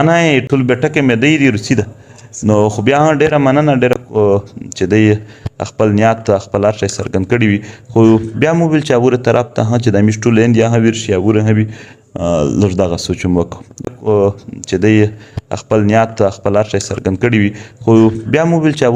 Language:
Pashto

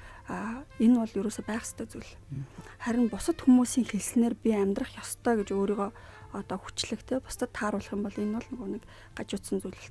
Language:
Mongolian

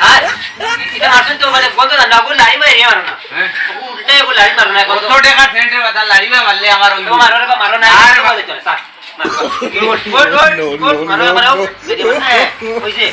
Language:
Sylheti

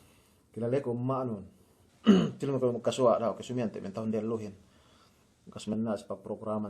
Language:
Yakan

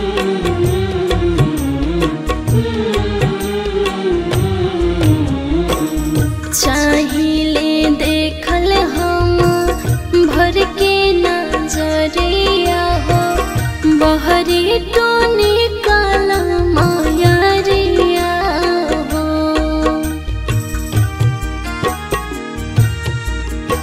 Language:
Bhojpuri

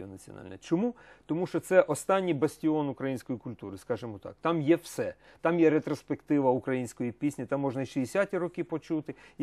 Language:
Ukrainian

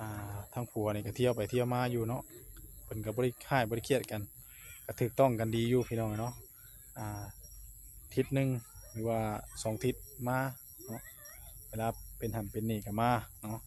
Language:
Northeastern Thai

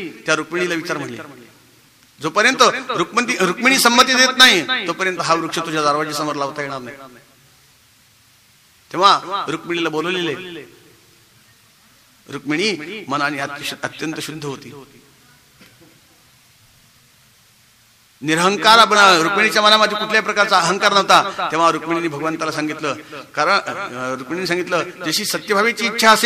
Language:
Marathi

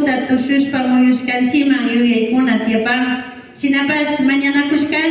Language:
Imbabura Highland Quichua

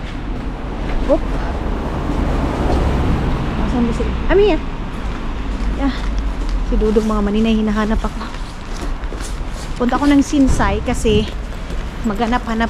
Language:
Filipino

